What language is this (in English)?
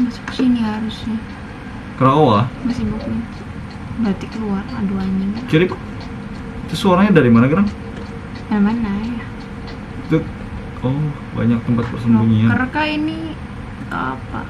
Banjar